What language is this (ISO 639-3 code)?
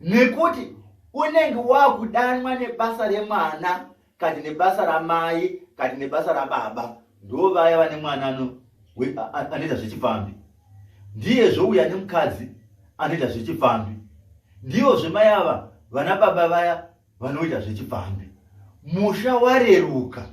sna